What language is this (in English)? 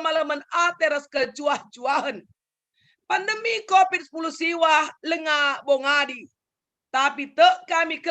Batak Karo